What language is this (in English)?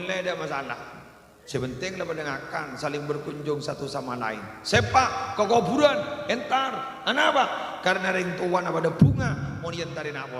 Madurese